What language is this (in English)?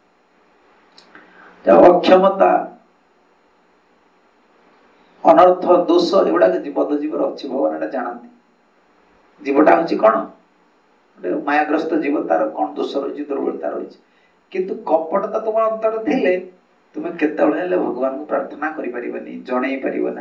Odia